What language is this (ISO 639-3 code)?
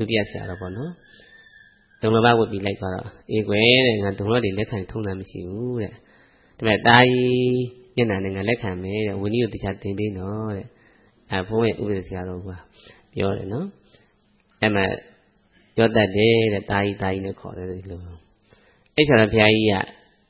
mya